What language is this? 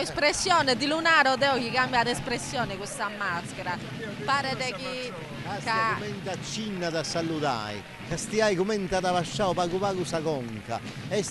Sardinian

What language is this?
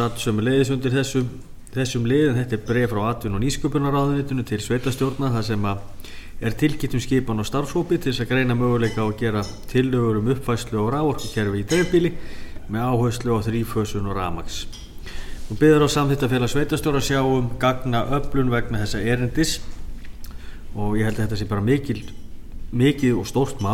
Icelandic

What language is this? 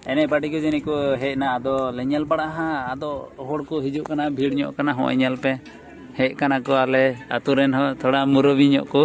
Santali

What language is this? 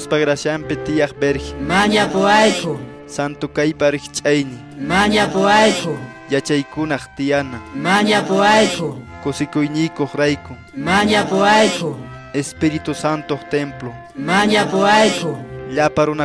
Quechua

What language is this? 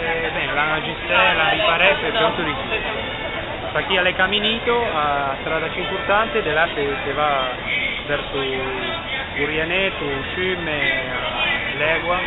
Ligurian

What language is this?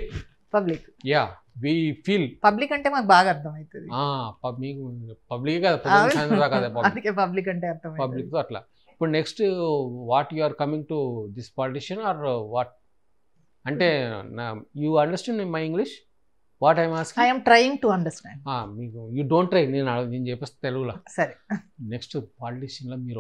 Telugu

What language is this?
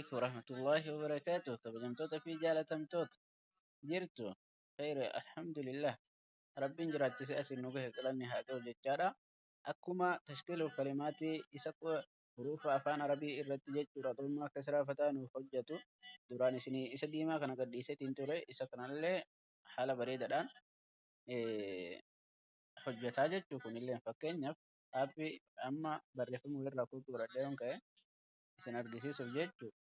Oromo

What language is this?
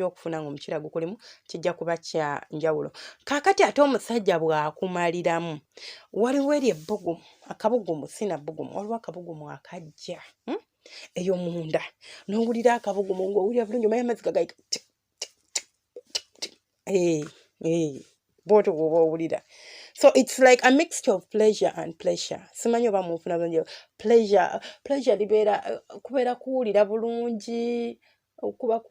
Ganda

